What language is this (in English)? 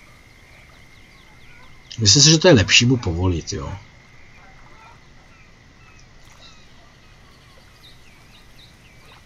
Czech